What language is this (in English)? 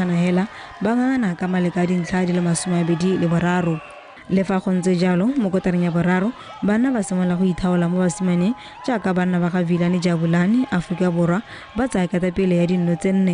Tswana